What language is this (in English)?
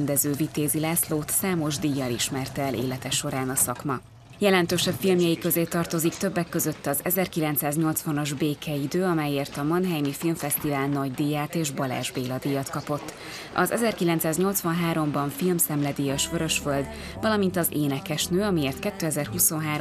Hungarian